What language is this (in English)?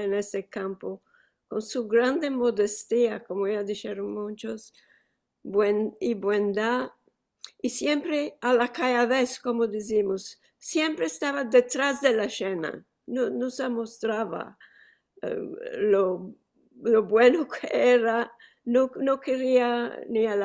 Ladino